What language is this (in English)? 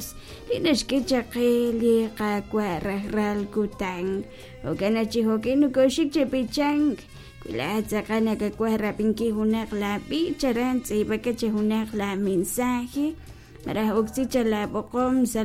Kekchí